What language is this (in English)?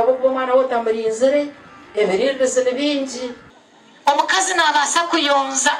Nyankole